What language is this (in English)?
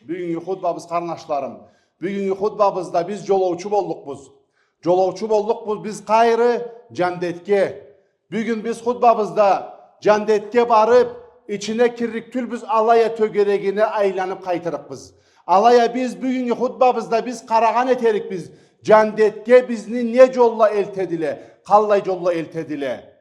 Karachay-Balkar